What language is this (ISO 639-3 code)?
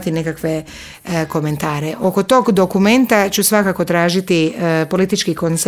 hrv